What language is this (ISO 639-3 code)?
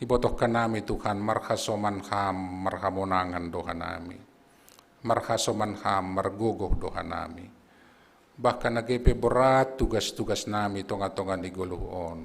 bts